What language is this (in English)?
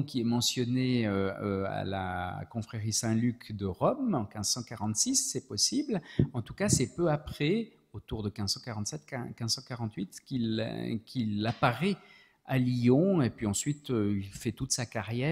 French